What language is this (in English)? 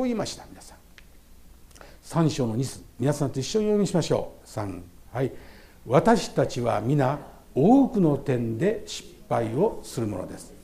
Japanese